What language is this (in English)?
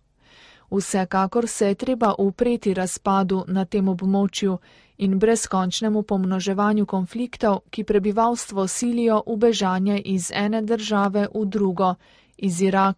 Slovenian